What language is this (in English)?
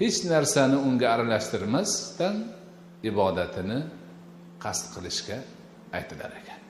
Uzbek